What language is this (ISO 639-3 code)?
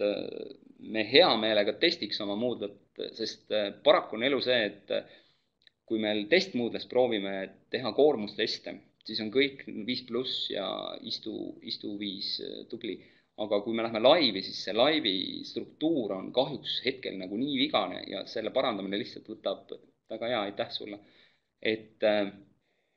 est